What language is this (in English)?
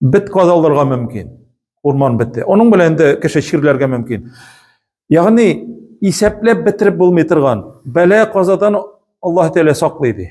Tatar